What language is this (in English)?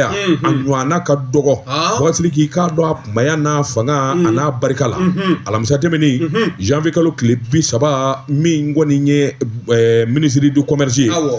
Bambara